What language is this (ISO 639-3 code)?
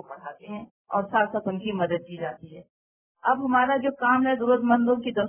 urd